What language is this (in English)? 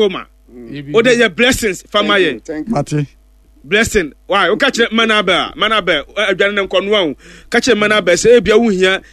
Akan